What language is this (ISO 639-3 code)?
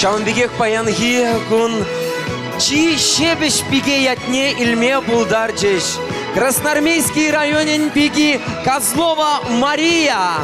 chv